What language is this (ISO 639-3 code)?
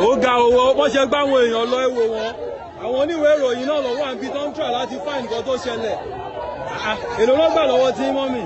yor